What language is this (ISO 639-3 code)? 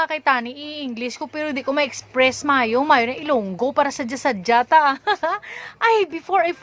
hil